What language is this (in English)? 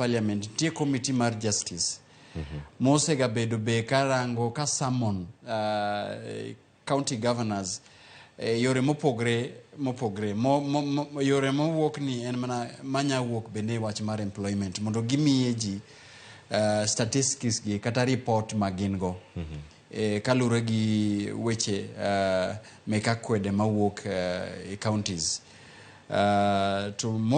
Luo (Kenya and Tanzania)